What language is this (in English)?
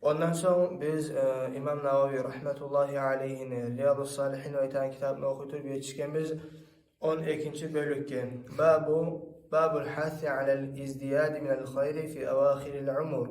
Kumyk